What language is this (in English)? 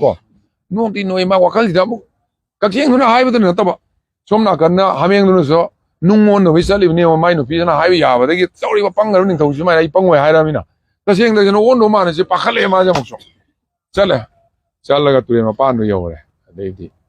Manipuri